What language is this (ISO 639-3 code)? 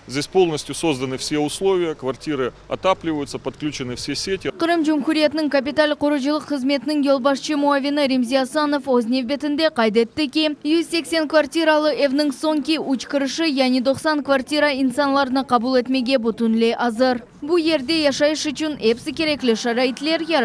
crh